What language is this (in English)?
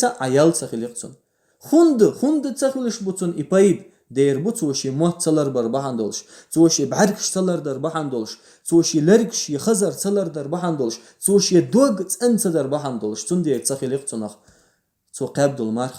Chechen